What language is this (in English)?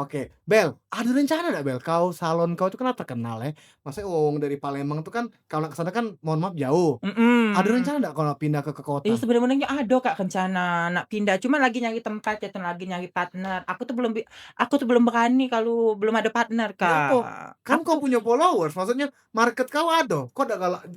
Musi